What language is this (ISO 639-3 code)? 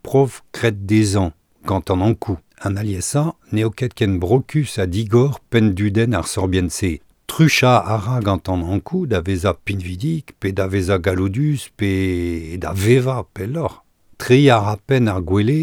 bre